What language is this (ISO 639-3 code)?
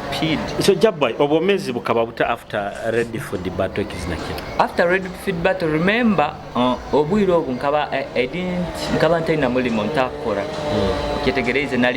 nyo